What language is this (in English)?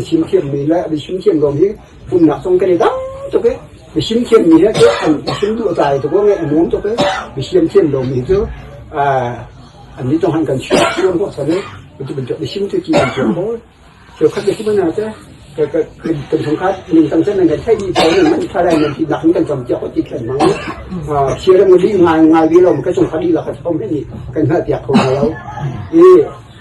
Hakha Chin